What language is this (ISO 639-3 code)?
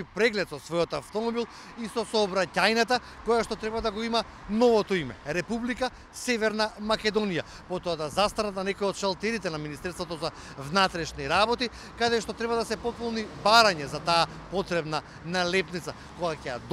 mkd